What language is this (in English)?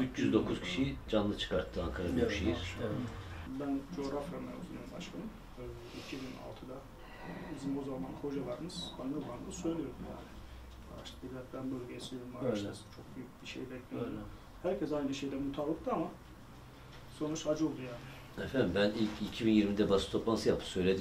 Turkish